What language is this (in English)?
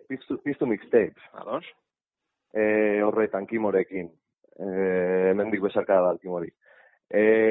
Basque